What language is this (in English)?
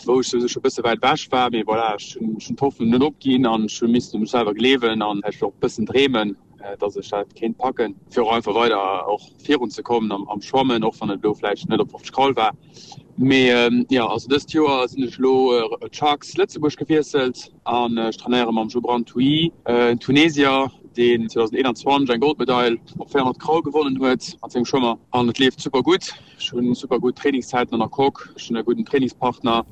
Luxembourgish